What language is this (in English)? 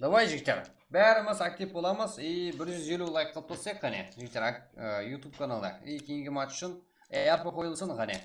Kara-Kalpak